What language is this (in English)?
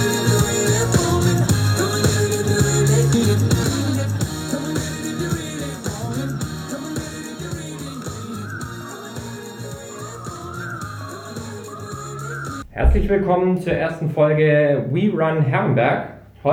German